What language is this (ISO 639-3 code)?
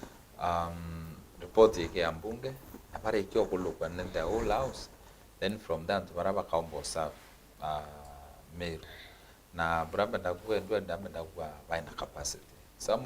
mer